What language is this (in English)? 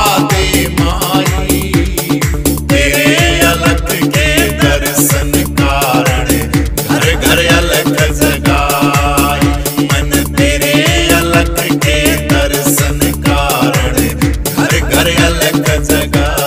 Hindi